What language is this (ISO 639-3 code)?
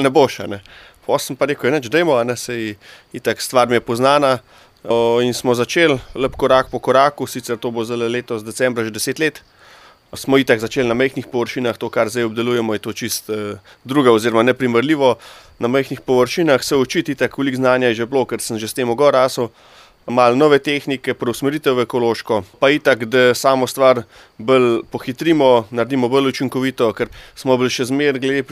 slv